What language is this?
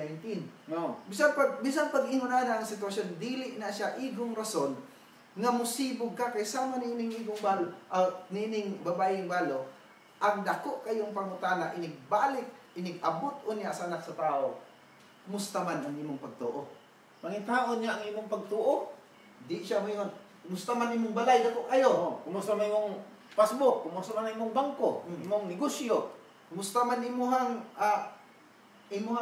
Cebuano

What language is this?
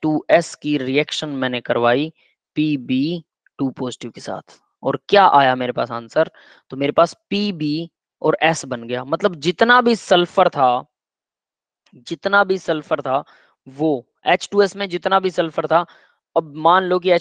Hindi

